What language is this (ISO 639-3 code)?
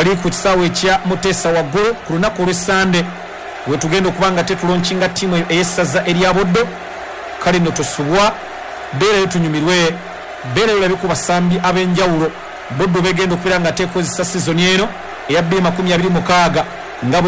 lug